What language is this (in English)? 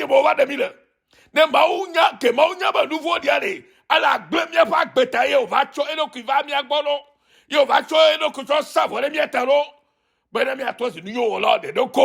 Ewe